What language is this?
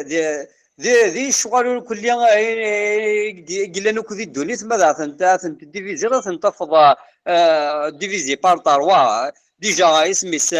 Kabyle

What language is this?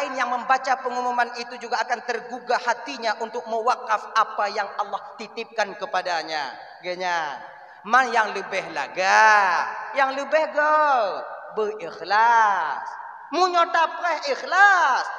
Achinese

